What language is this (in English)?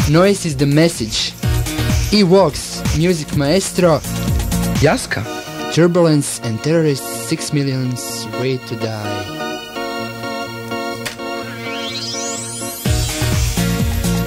Croatian